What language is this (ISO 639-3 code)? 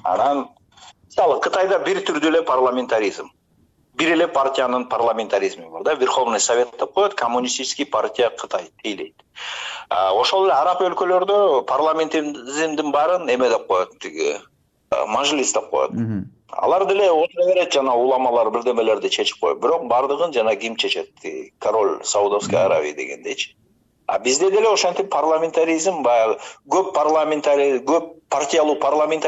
kir